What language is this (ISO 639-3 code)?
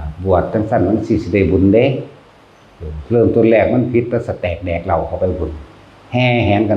tts